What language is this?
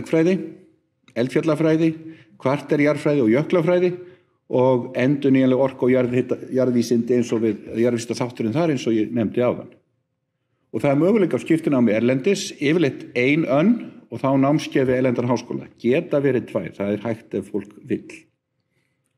Icelandic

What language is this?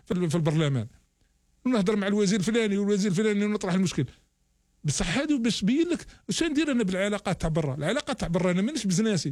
Algerian Arabic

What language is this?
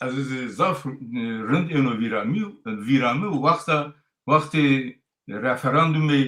Zaza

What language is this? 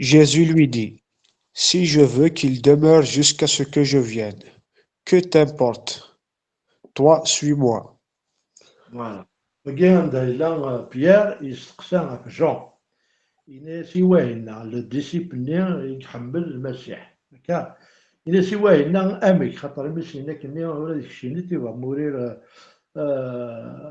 Kabyle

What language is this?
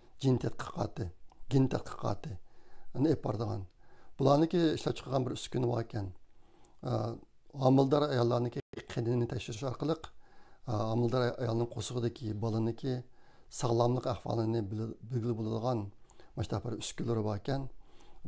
Uyghur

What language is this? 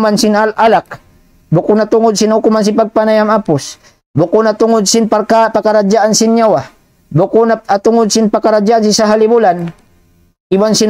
Tausug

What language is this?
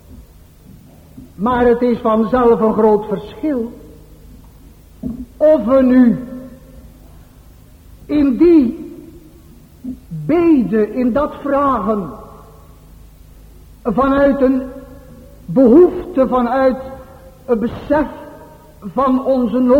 Dutch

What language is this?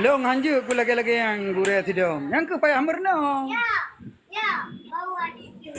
Achinese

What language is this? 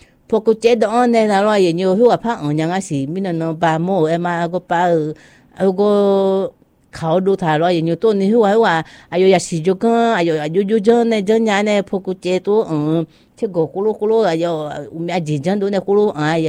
Vietnamese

